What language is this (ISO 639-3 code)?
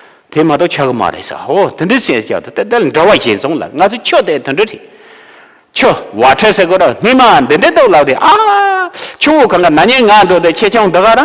bod